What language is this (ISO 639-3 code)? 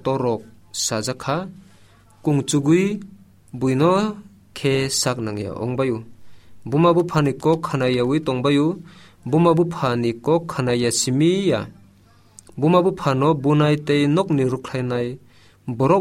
trp